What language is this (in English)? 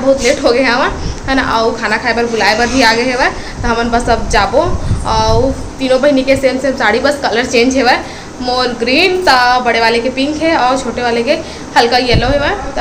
Chhattisgarhi